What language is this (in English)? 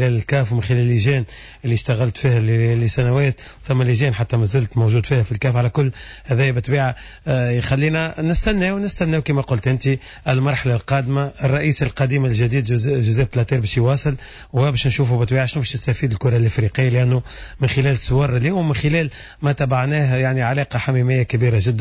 Tunisian Arabic